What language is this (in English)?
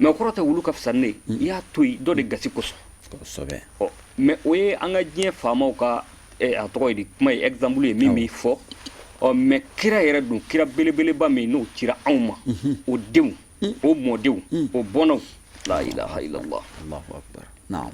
Bambara